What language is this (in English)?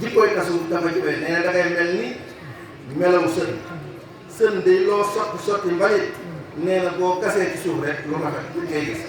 Wolof